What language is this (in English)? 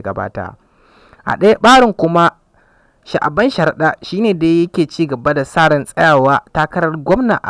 Hausa